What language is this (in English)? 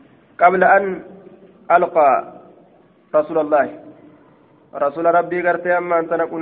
Arabic